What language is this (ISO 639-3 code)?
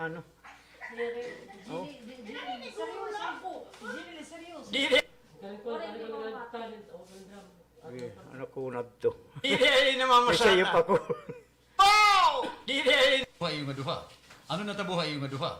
war